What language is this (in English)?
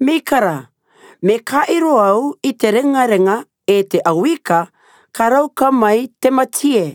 Rarotongan